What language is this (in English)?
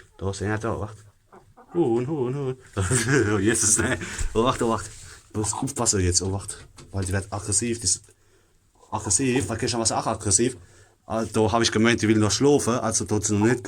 Palatine German